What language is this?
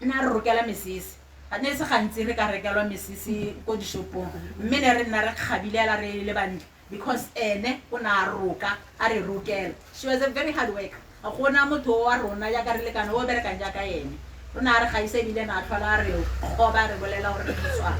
Tswana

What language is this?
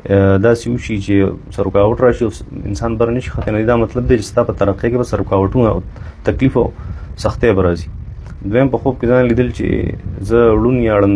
Pashto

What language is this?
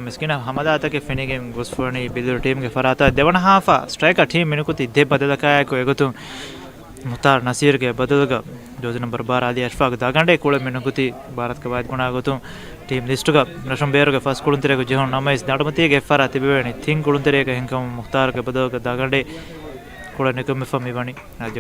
Divehi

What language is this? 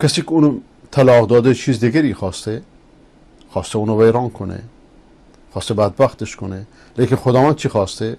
Persian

